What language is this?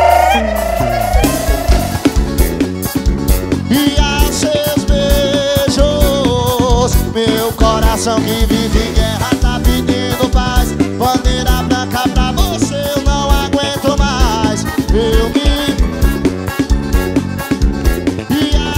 Portuguese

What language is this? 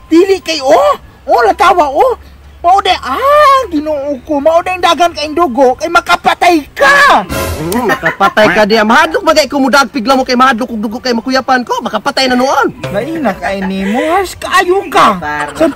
Cebuano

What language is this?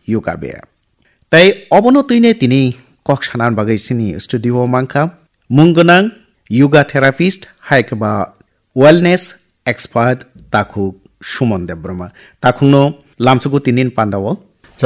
Kok Borok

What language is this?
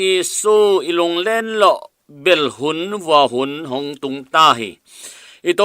Tedim Chin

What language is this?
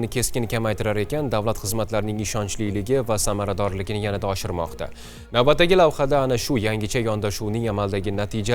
Uzbek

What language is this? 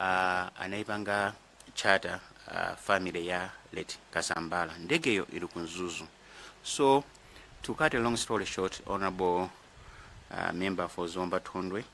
Nyanja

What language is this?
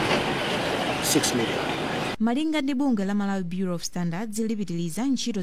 Nyanja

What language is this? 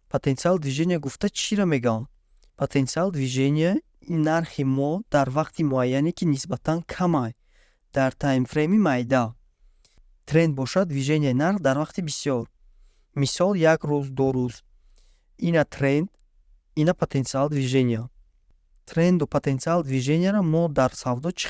Tajik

